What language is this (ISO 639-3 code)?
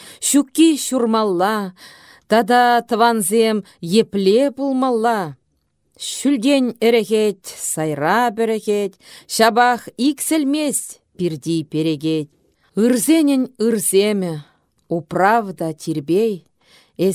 chv